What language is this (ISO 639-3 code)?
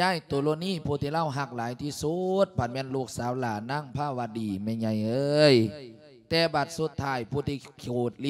lao